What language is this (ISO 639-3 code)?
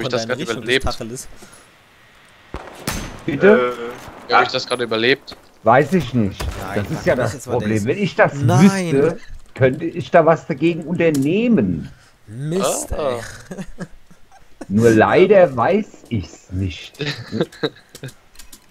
deu